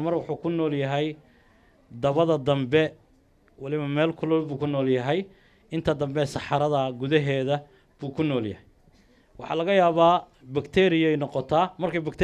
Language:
Somali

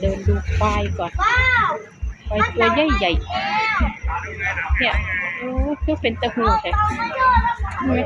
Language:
Northeastern Thai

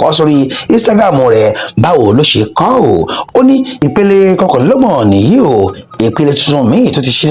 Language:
Yoruba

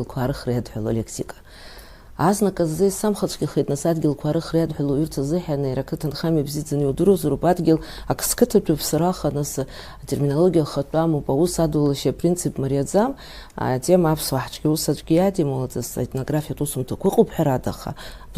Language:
Abkhazian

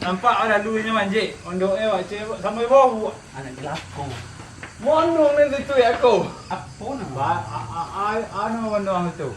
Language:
Minangkabau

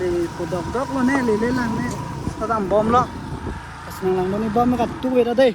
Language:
Karbi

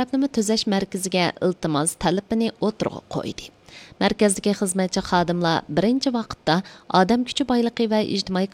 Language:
Uyghur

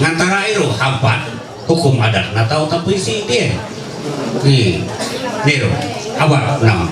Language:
Ma'anyan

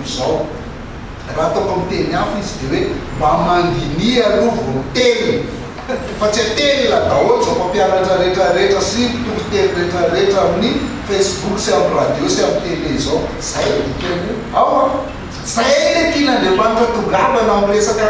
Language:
Malagasy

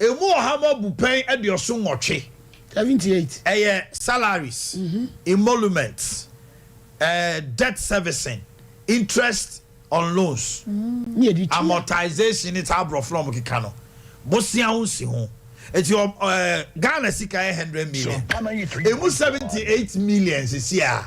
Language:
Akan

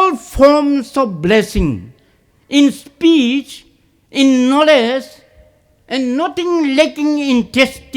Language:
Poumei Naga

